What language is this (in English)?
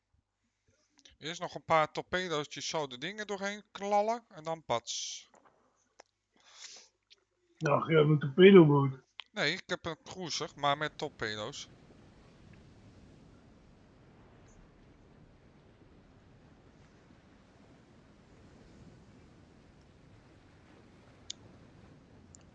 Dutch